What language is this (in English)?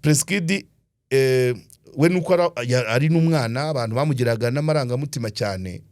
Kinyarwanda